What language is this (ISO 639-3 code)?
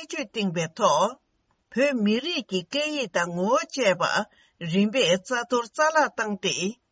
bod